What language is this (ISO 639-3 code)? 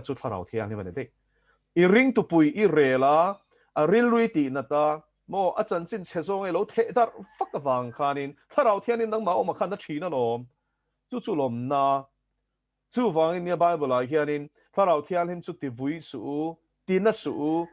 lus